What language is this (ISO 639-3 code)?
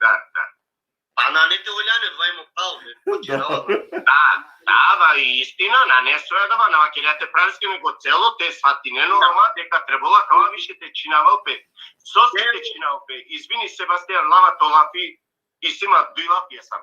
rmn